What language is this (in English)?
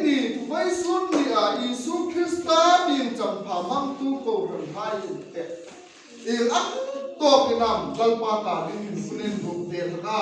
Hmar